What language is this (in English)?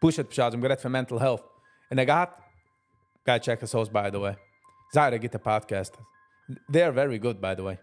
Yiddish